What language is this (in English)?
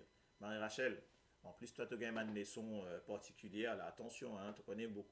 Morisyen